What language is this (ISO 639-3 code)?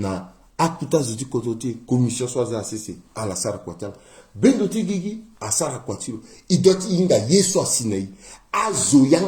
sag